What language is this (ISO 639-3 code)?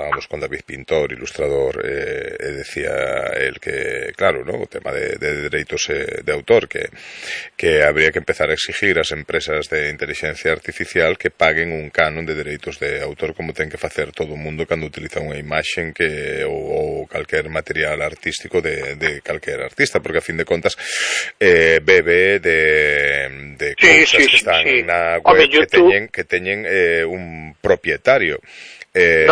glg